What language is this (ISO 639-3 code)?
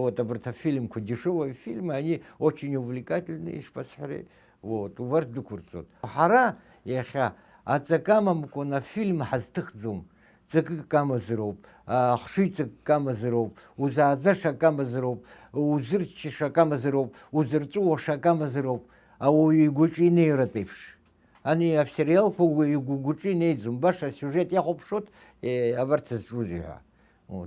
abk